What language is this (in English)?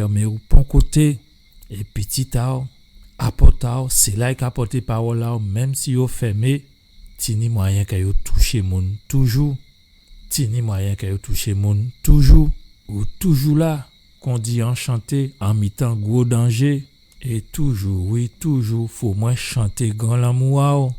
Guadeloupean Creole French